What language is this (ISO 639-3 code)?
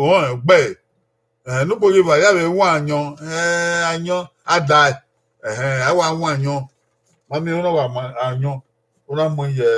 bin